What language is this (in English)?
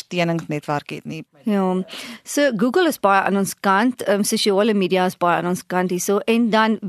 Afrikaans